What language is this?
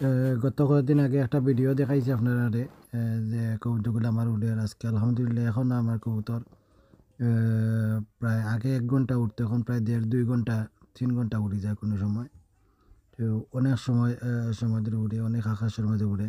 Sylheti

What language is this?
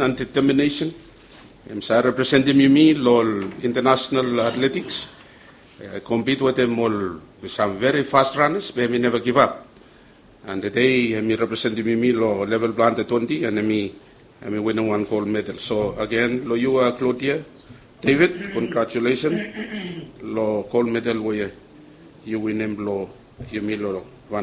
Bislama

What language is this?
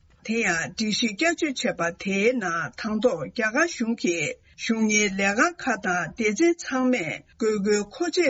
Tibetan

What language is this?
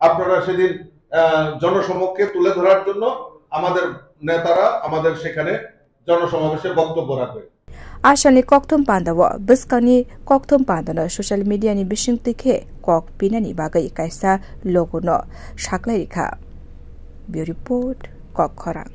Kok Borok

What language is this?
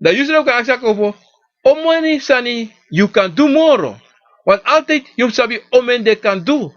Sranan Tongo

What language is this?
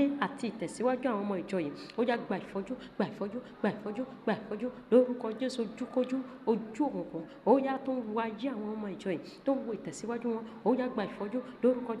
Yoruba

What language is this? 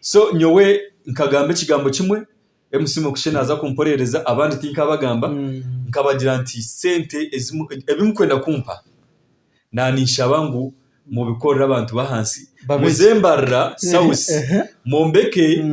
Nyankole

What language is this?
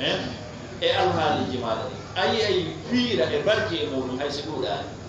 Fula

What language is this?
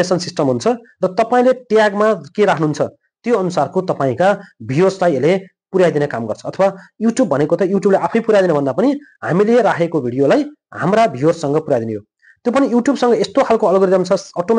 Nepali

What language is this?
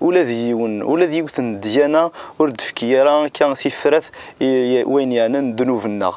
Kabyle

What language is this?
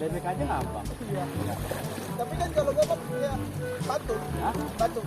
Betawi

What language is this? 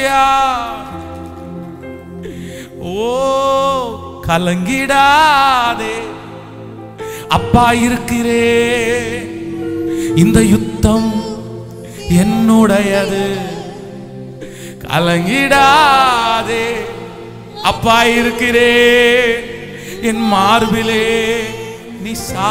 Tamil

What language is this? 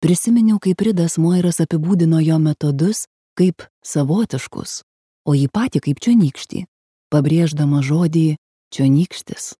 Lithuanian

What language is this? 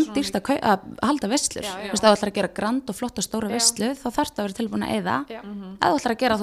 Icelandic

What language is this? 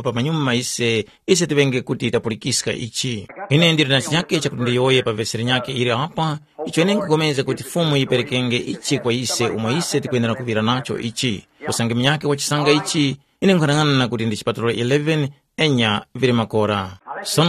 Tumbuka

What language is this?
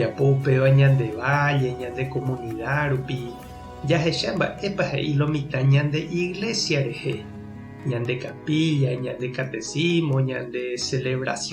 Guarani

